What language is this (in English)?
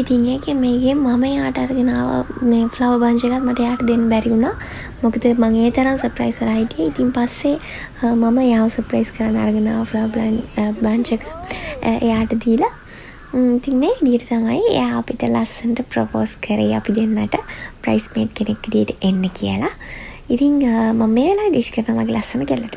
Sinhala